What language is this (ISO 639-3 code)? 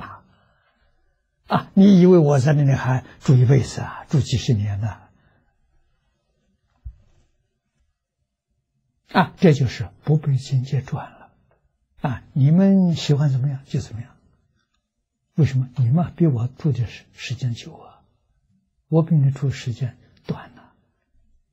zho